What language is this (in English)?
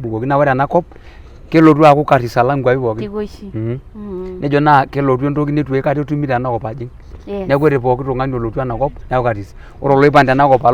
Masai